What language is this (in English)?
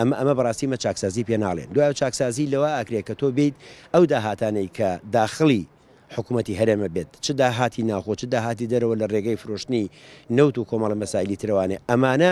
Central Kurdish